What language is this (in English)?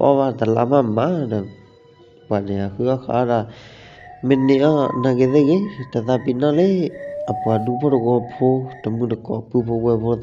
S'gaw Karen